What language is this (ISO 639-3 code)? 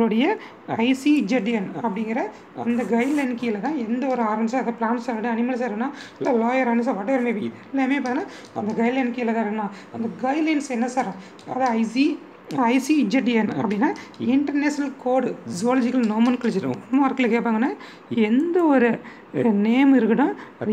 tam